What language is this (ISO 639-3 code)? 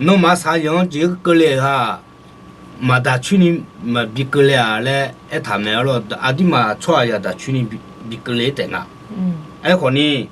ahk